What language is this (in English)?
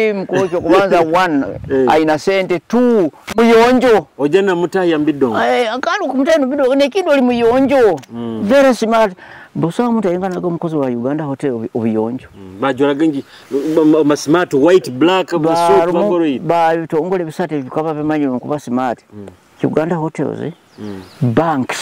Nyoro